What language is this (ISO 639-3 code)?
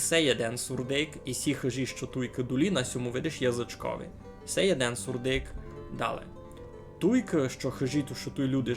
rue